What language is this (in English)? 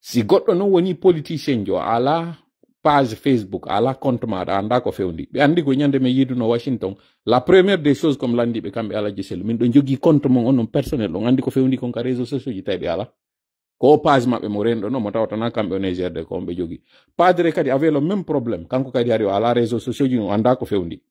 Fula